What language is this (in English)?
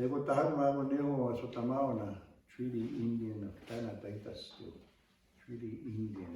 Plains Cree